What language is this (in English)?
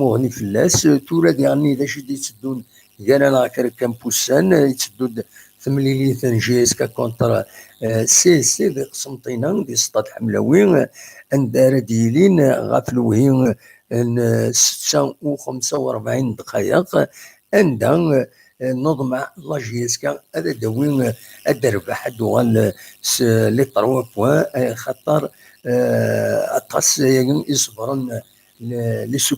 Kabyle